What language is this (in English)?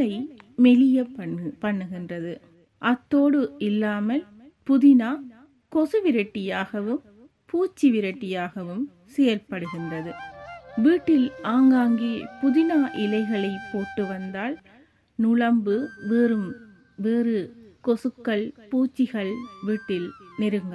Tamil